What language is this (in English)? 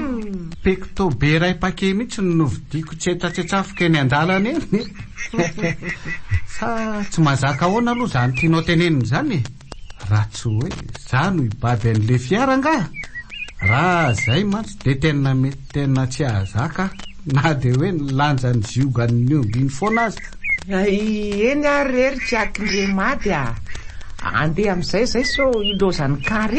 Malagasy